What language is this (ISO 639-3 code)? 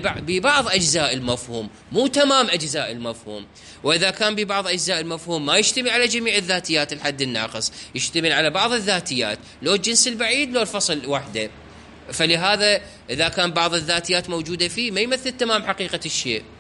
acm